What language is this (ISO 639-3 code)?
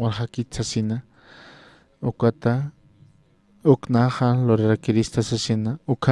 aym